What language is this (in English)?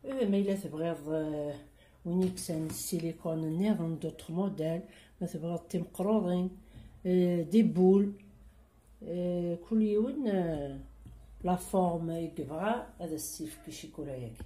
Kabyle